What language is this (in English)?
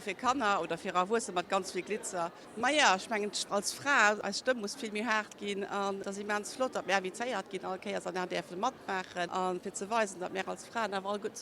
Luxembourgish